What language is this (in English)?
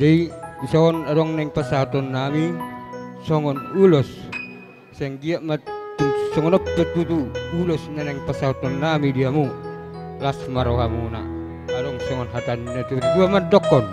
Batak Toba